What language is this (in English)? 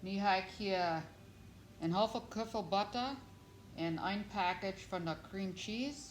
Plautdietsch